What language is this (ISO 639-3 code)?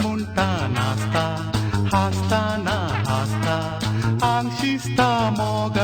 kok